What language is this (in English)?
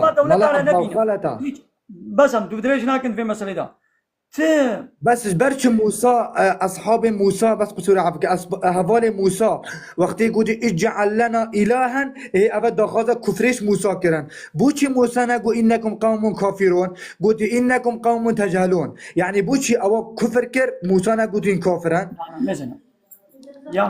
Kurdish